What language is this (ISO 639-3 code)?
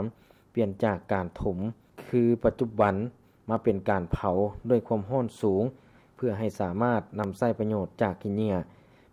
lao